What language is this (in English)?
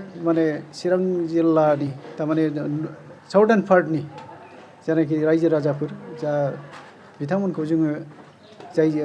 Bodo